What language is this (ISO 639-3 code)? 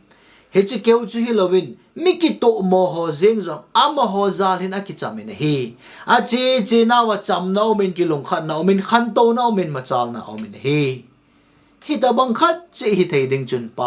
tcz